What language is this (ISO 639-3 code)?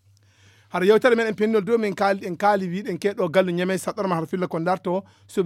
ful